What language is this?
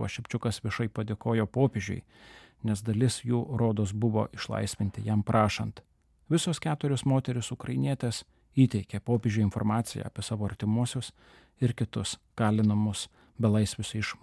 Lithuanian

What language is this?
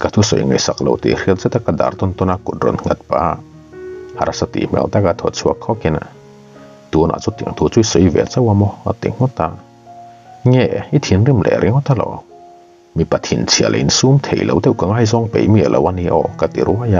Mizo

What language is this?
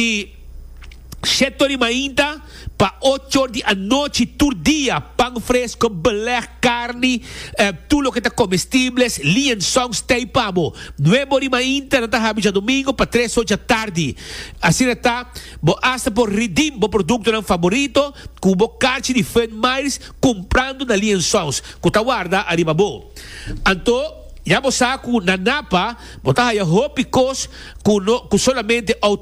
Papiamento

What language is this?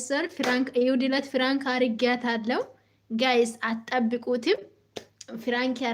Amharic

